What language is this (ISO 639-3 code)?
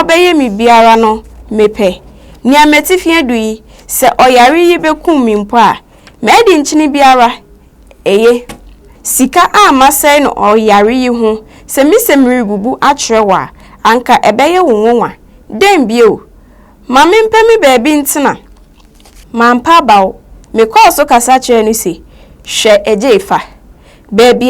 aka